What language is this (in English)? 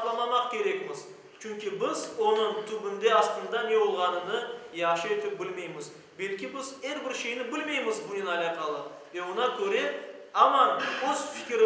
Crimean Tatar